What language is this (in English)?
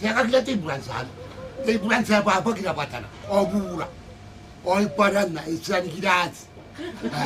Gilbertese